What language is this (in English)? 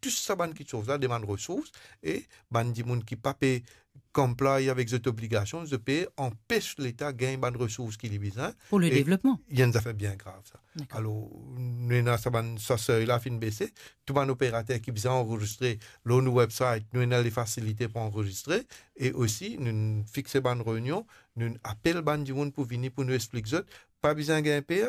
Morisyen